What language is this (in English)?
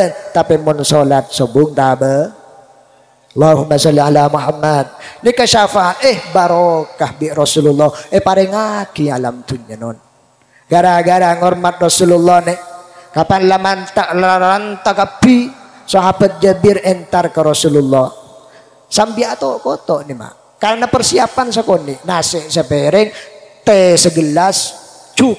Madurese